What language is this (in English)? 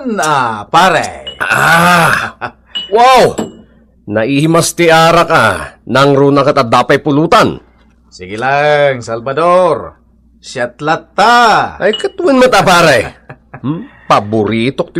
Iloko